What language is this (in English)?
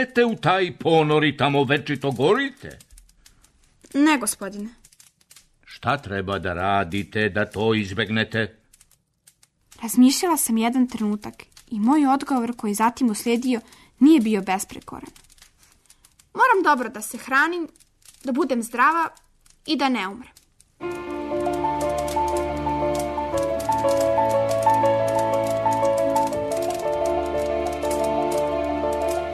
Serbian